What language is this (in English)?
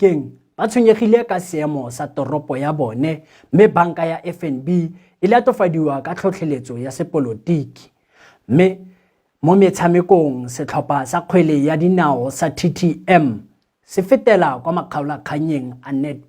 Tswana